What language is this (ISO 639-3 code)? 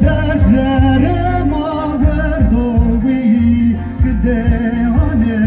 zza